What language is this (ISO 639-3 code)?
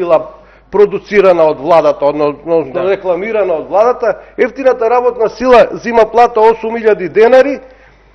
mkd